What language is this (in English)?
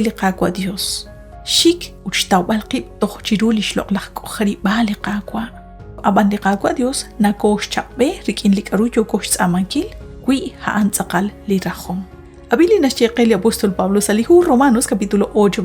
Kekchí